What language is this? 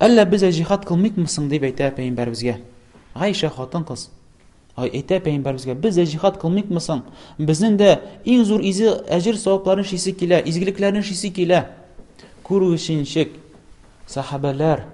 Tatar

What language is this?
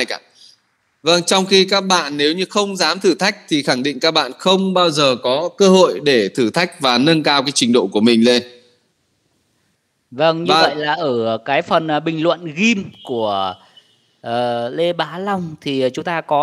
Vietnamese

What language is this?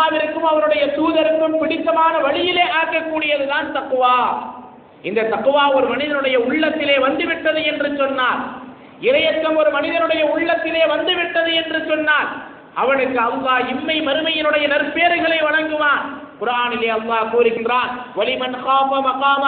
Tamil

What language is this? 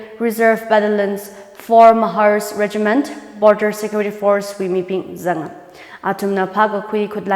Tangkhul Naga (India)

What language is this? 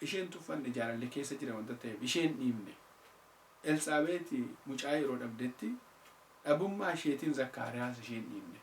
Oromo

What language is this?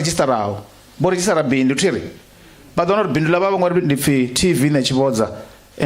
Venda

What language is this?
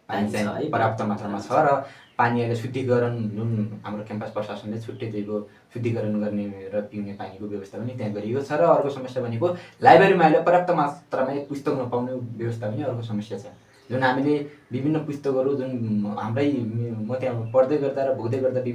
Nepali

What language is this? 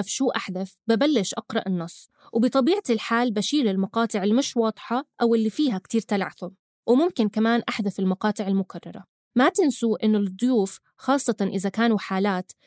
North Levantine Arabic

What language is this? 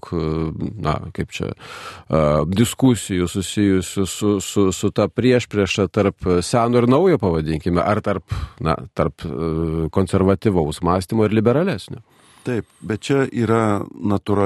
Lithuanian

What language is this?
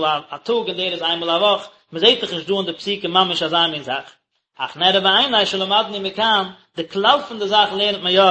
Yiddish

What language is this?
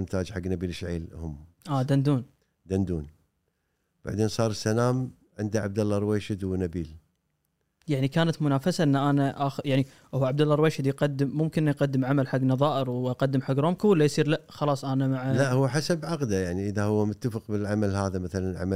Gulf Arabic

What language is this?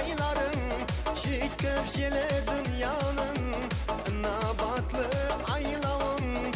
Kara-Kalpak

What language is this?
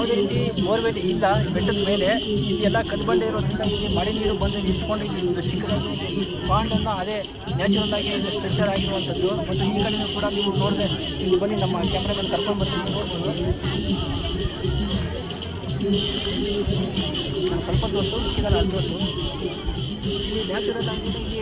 Kannada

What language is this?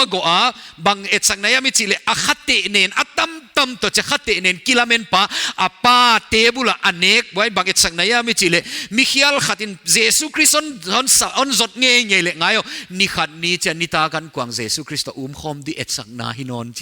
Paite Chin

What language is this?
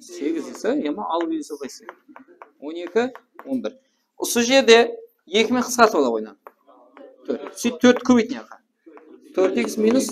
Kara-Kalpak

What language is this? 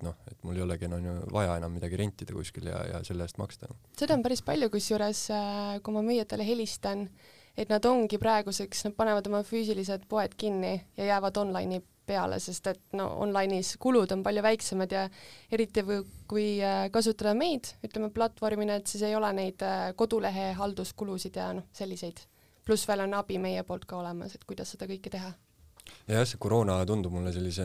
Estonian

